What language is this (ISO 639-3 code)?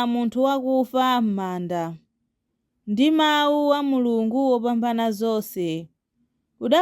nya